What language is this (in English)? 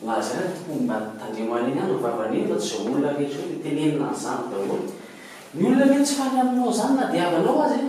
Malagasy